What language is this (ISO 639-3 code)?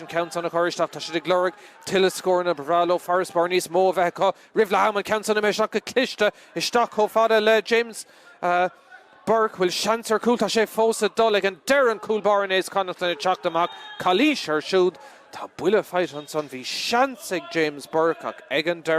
gle